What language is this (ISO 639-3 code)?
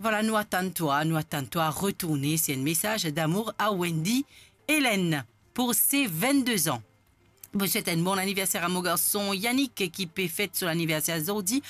mfe